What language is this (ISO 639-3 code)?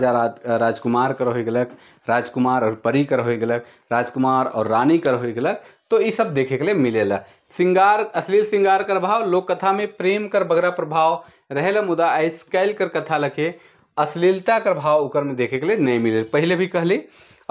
sck